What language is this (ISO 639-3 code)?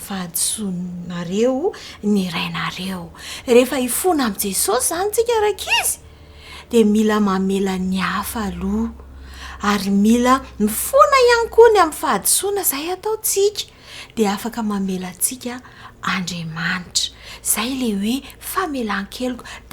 mlg